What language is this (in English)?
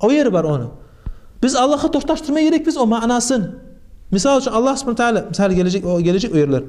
Kumyk